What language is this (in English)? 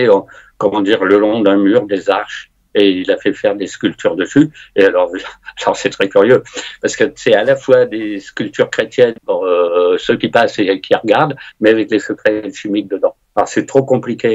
French